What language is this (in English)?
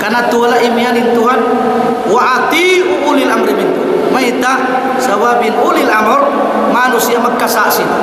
Tausug